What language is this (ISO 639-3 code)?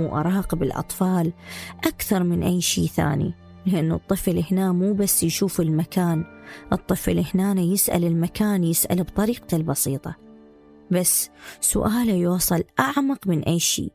acm